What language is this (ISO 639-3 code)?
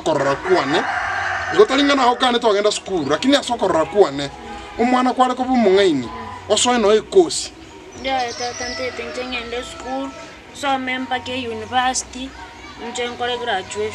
guz